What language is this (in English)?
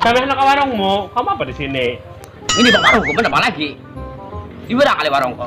Banjar